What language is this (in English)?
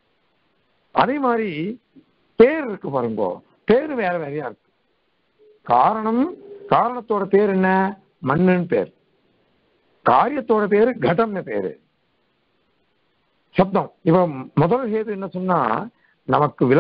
Tamil